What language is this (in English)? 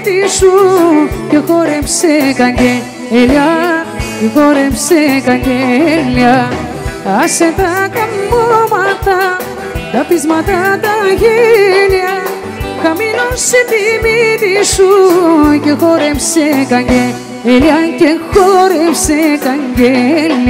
Greek